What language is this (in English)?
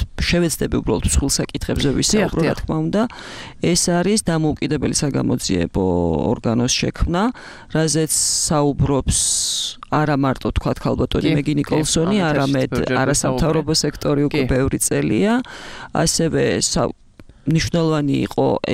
Georgian